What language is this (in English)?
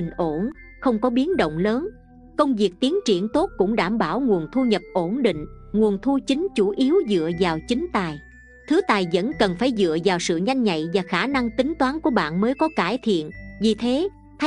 Vietnamese